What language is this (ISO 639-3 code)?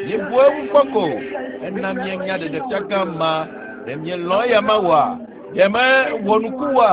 ewe